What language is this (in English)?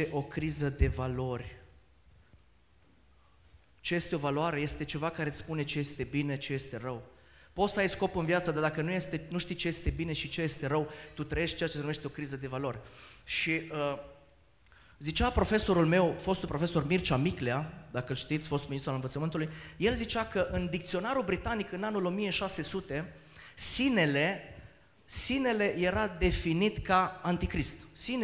Romanian